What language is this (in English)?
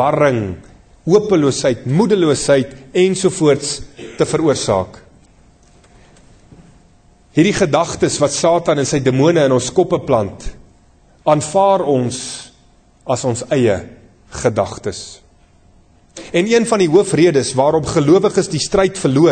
Afrikaans